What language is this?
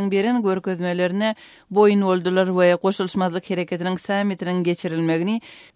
Turkmen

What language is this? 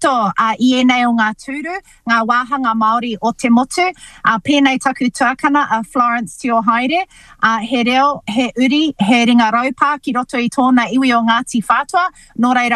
Māori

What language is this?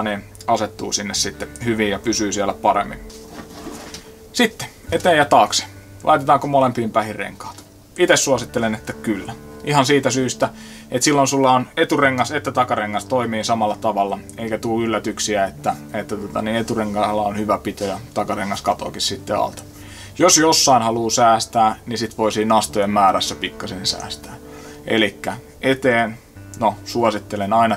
Finnish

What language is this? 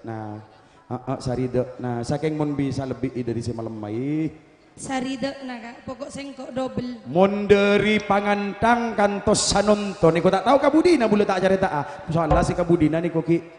Madurese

